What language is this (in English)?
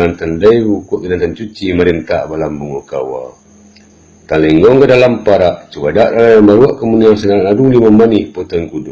Minangkabau